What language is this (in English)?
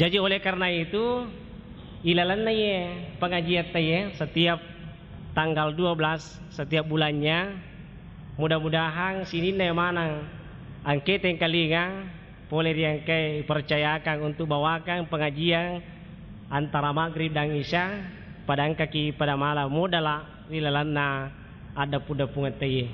Buginese